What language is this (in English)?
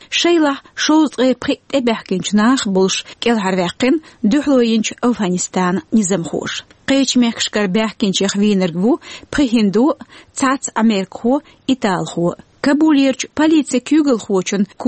Chechen